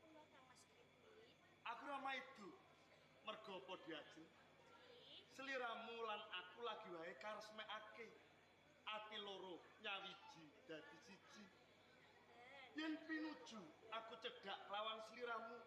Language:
Javanese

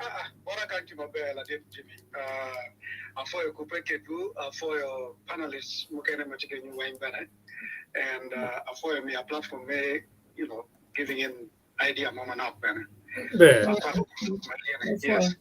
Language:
Acoli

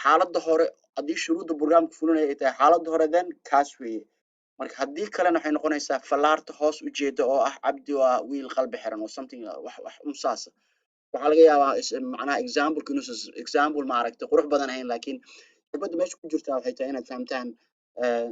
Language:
Somali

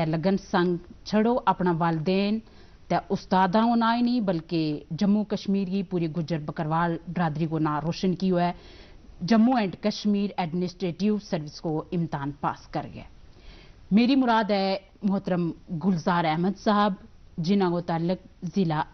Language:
Gujari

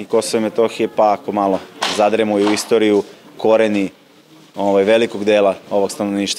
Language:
Serbian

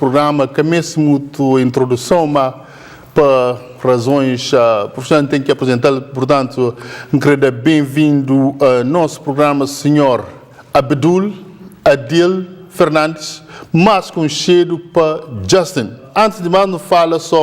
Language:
Kabuverdianu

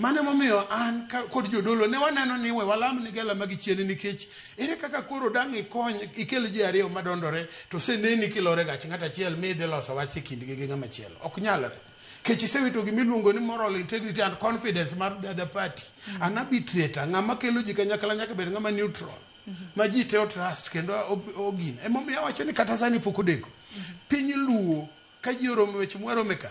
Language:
Luo (Kenya and Tanzania)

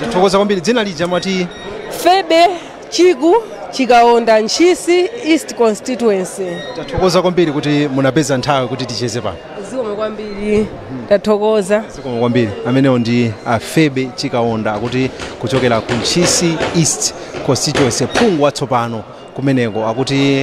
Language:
Nyanja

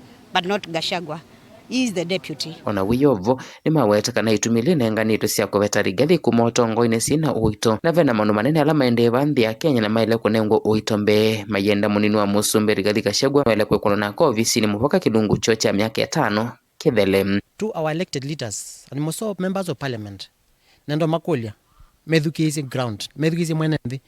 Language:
Kamba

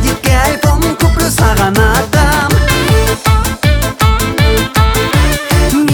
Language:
Kazakh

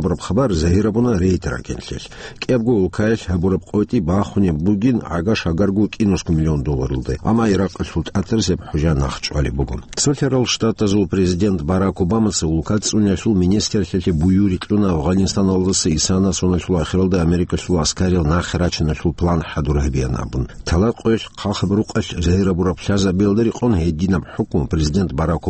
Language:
Avaric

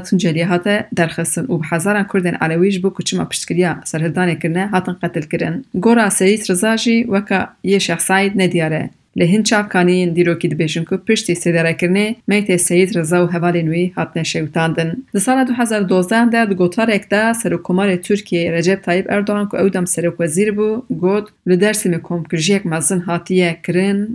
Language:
Kurdish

